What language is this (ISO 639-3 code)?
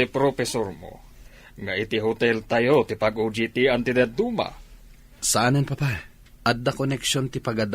ilo